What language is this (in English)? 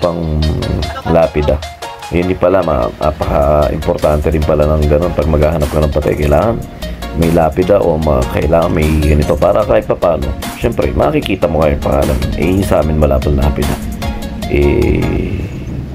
Filipino